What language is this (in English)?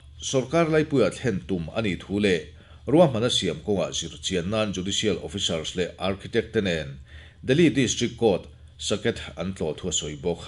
Mizo